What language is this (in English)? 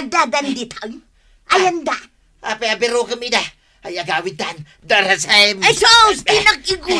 Iloko